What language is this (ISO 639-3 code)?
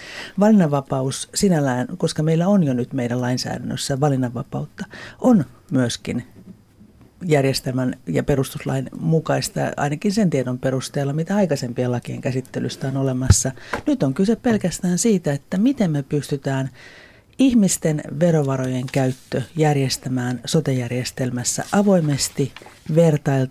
fin